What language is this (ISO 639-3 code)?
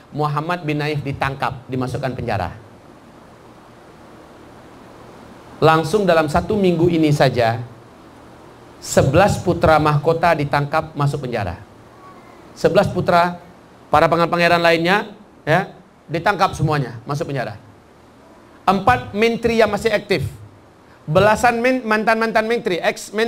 ind